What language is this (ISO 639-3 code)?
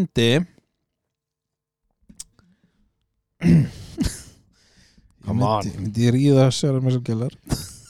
isl